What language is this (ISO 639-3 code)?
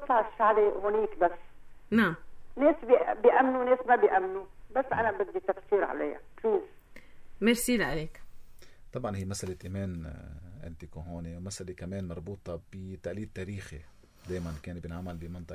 apc